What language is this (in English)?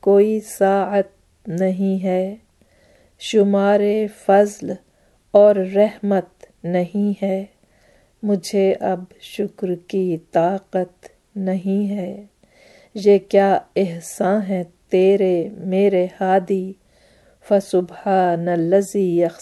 Urdu